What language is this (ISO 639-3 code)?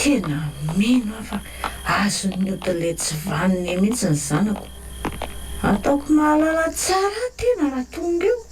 mlg